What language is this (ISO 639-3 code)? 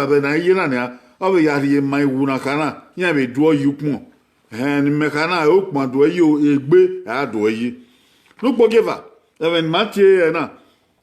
bin